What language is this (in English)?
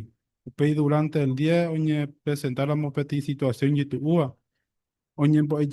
Guarani